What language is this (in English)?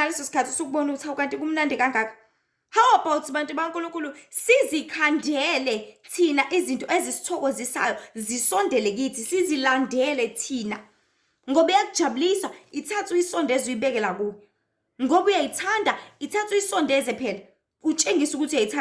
Zulu